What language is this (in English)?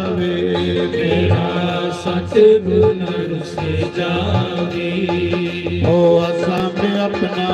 Dogri